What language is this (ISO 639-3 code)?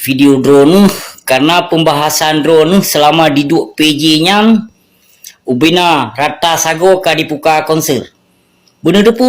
ace